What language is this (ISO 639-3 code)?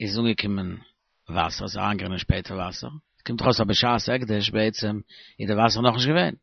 yid